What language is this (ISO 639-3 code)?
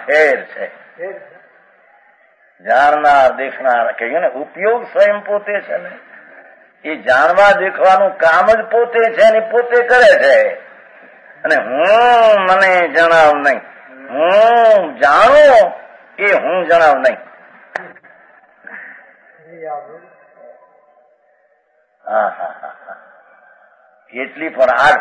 guj